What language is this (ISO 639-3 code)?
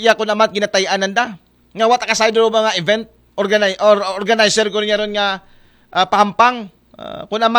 akl